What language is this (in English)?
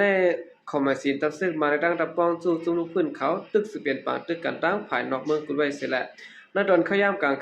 Shan